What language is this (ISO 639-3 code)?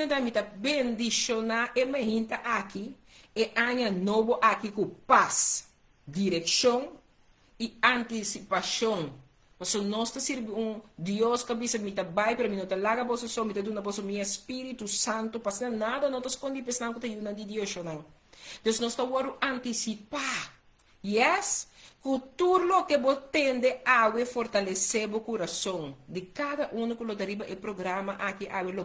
pap